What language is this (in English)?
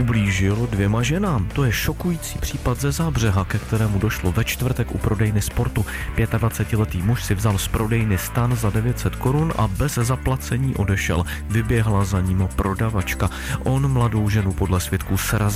Czech